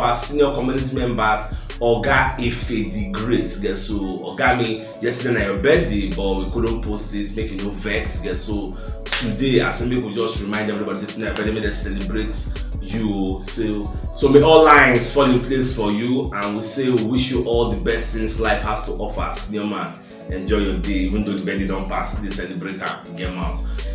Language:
Nigerian Pidgin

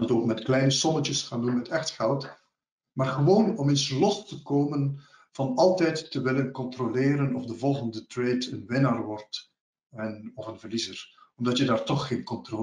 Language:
Dutch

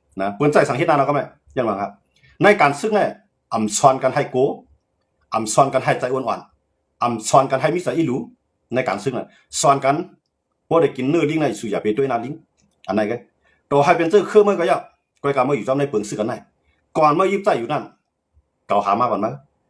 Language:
Shan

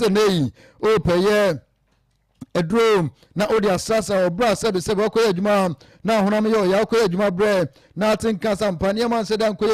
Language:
Akan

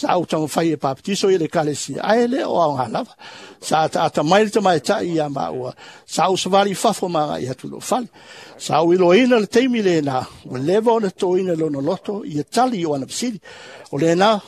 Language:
Samoan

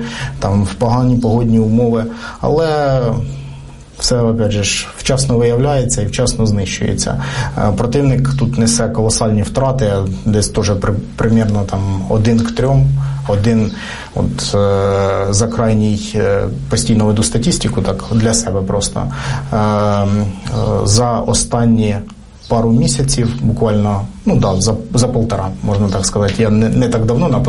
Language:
Ukrainian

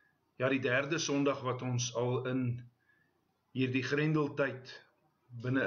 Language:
Afrikaans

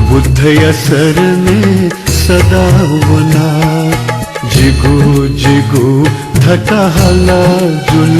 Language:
Newari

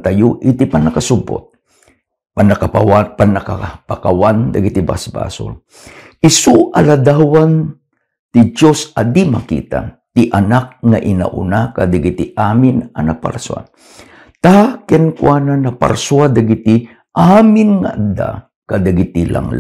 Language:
Iloko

